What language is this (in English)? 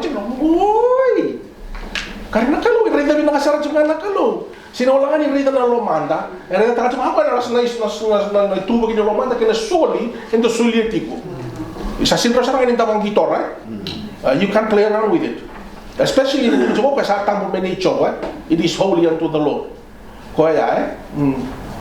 Fijian